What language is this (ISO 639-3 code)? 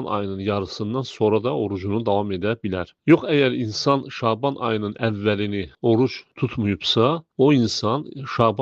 aze